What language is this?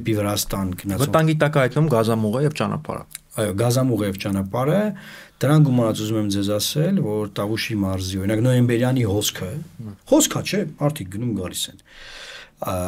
Armenian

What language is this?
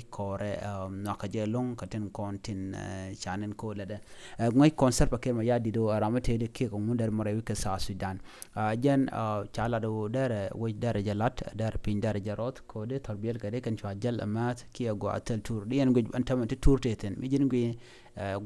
Nuer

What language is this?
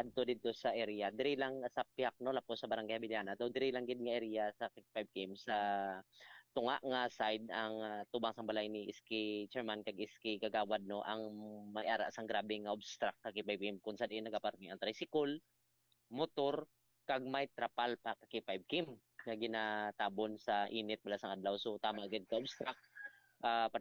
Hiligaynon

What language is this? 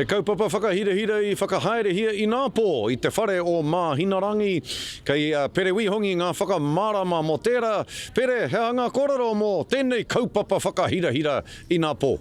Māori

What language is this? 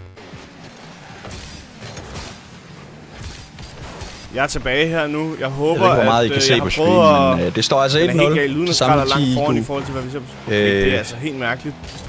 Danish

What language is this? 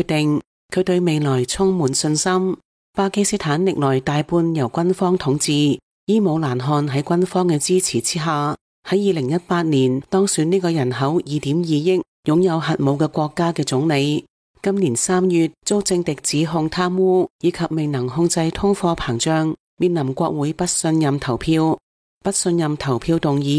Cantonese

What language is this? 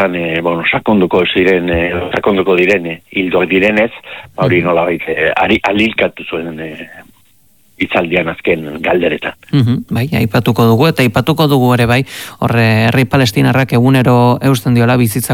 Basque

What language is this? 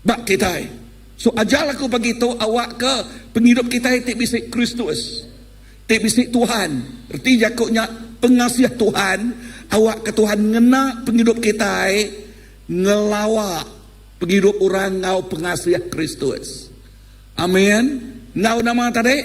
Iban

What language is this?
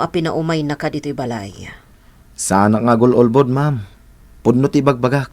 Iloko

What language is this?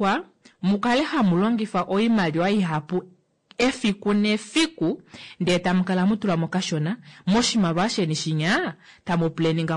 Kuanyama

